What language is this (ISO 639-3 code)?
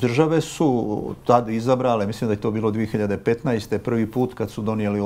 hrv